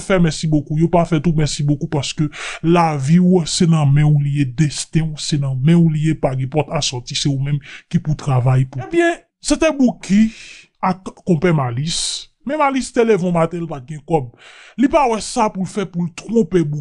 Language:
Haitian Creole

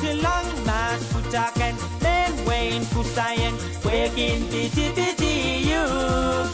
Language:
Pohnpeian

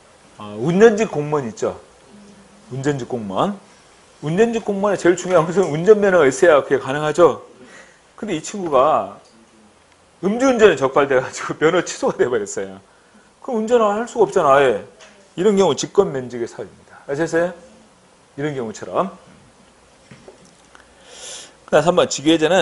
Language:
Korean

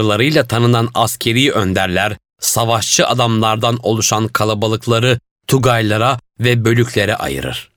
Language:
Turkish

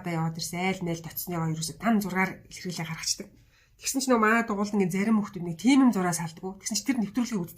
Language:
Mongolian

